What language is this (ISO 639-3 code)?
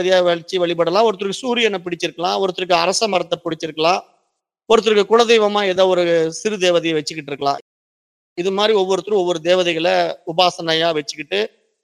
tam